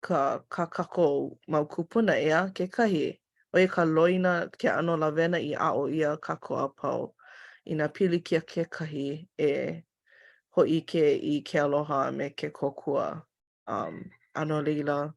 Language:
Hawaiian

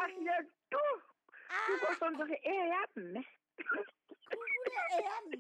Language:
Southern Sotho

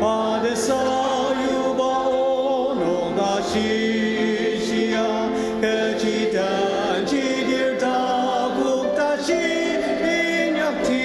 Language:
Ao Naga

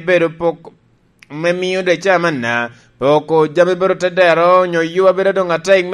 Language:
Lango (Uganda)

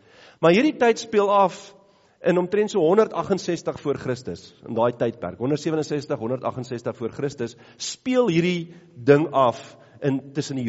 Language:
Afrikaans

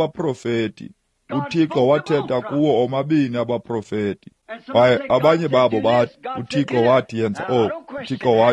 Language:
Xhosa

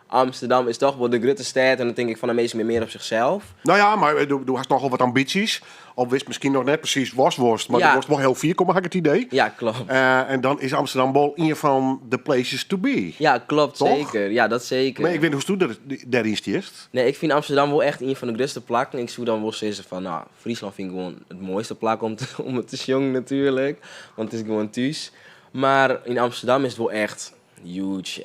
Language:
Western Frisian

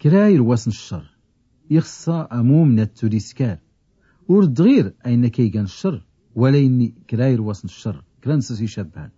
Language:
Tachelhit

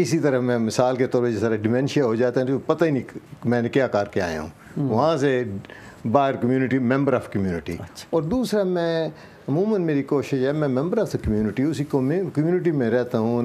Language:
Urdu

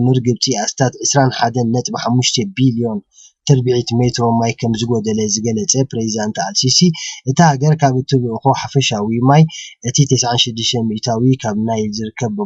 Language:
Tigrinya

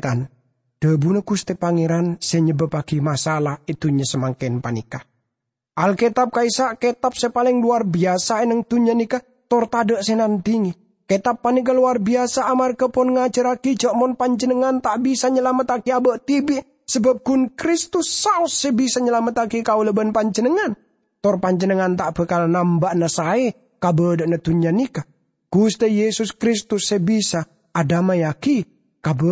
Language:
Madurese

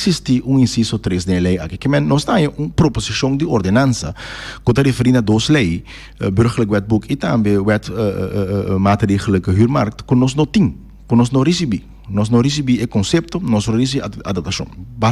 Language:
Papiamento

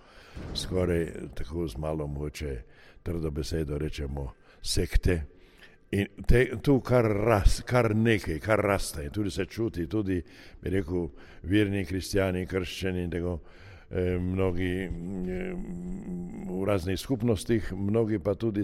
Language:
Slovenian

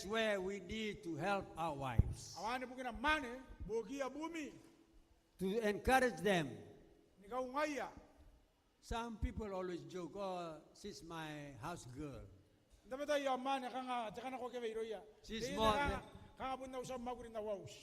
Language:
Gilbertese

